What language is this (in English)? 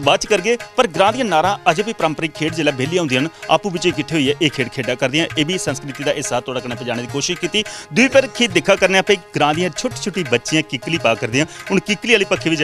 Dogri